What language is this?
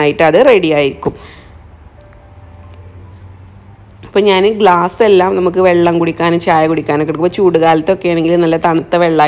Malayalam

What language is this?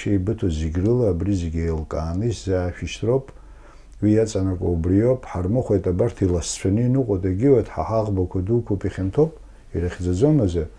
Abkhazian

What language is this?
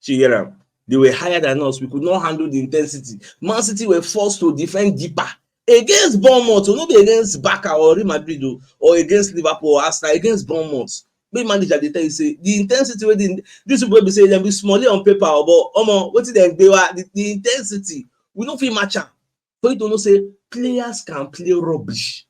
Nigerian Pidgin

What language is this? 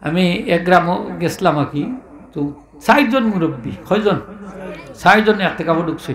Sylheti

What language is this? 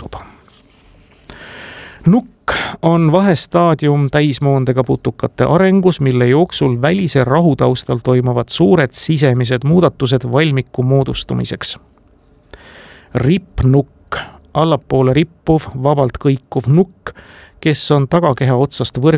Estonian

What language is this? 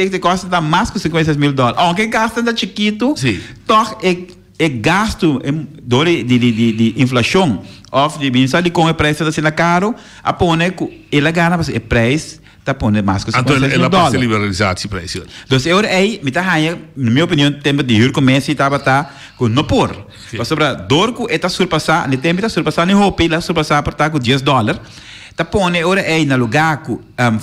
Papiamento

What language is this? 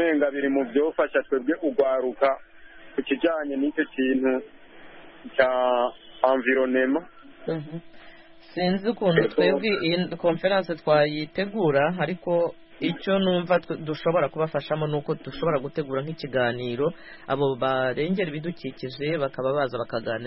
Kinyarwanda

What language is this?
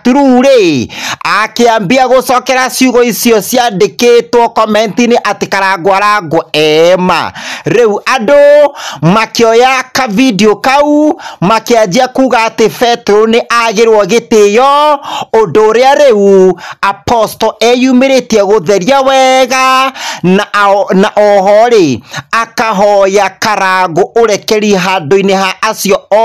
Kikuyu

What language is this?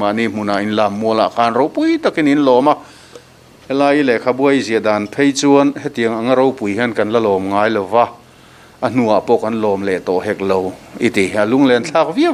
Mizo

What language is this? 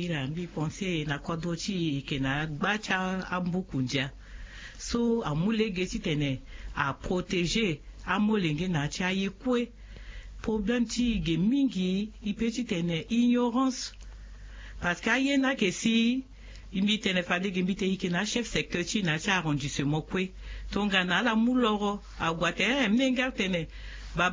Sango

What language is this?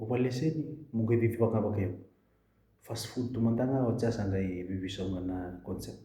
Fijian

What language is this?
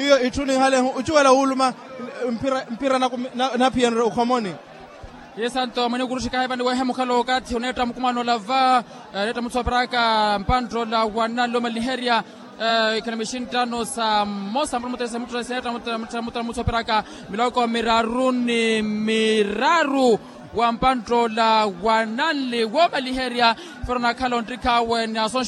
Makhuwa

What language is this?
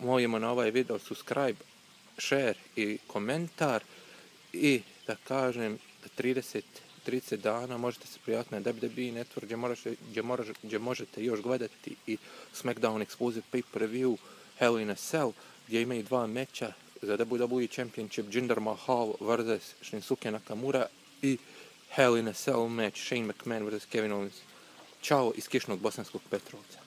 Bosnian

